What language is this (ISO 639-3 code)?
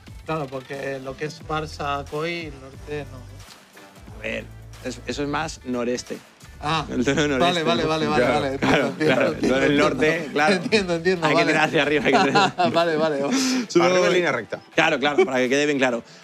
spa